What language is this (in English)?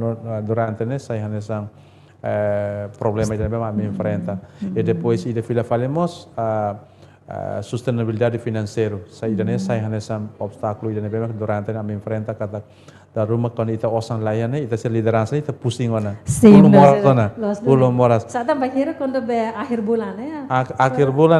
Tetum